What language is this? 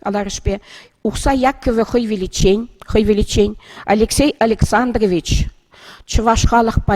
Chuvash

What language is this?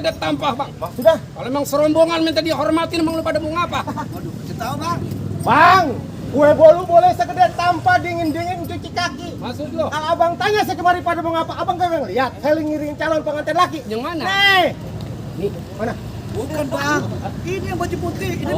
Betawi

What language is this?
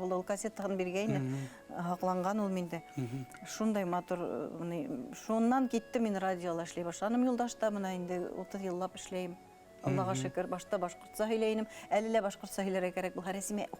Bashkir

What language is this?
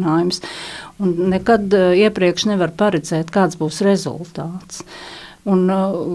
Latvian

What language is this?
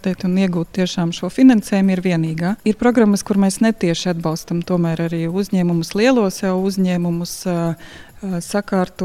Latvian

